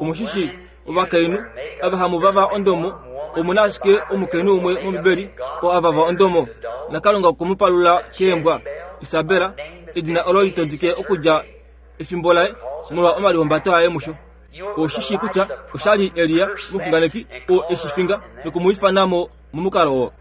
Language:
Kuanyama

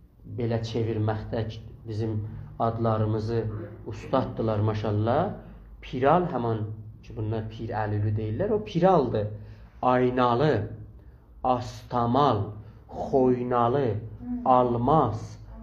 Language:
South Azerbaijani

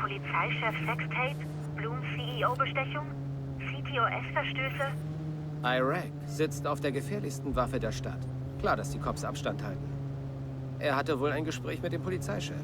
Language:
Bavarian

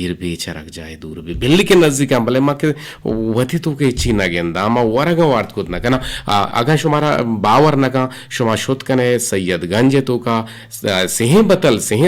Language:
Eastern Balochi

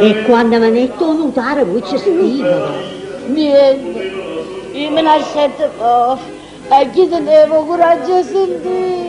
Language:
Neapolitan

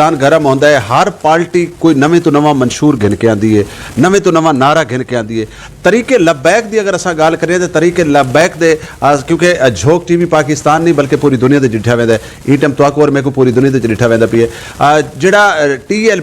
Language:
Saraiki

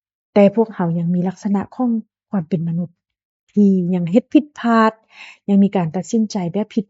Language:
Lao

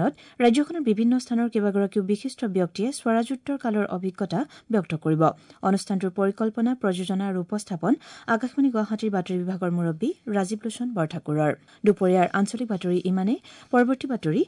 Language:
Assamese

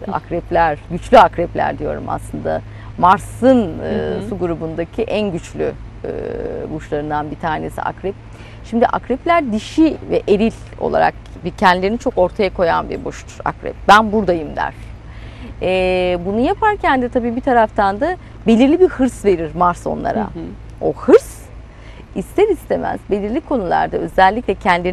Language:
Turkish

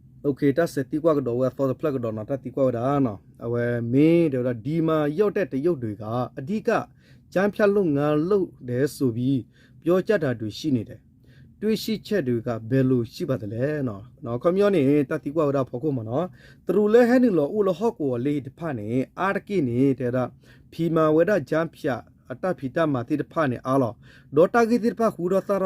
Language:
S'gaw Karen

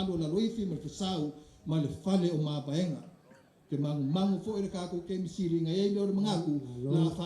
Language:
Samoan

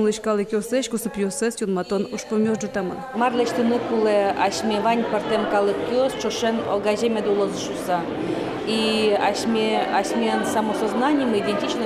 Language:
Udmurt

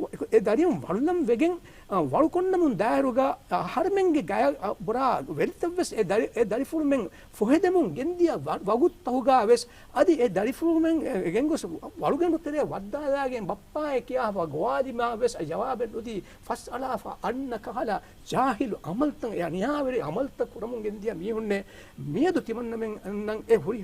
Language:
Divehi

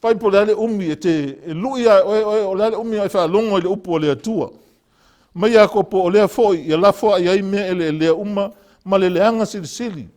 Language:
Samoan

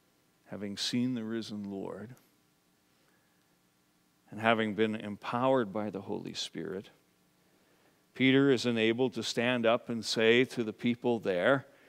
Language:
English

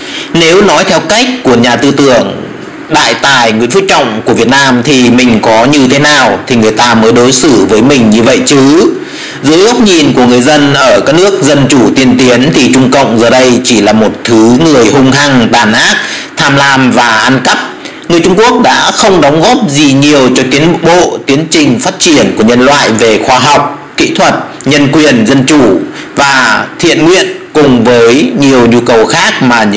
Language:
Vietnamese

